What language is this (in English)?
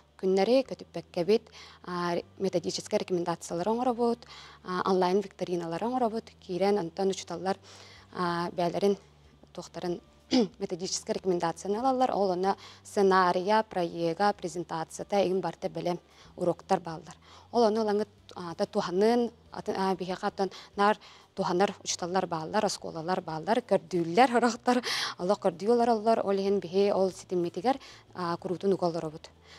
Yakut